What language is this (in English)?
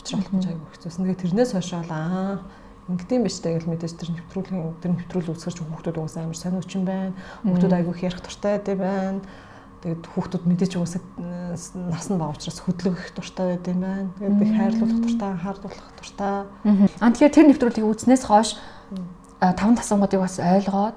Mongolian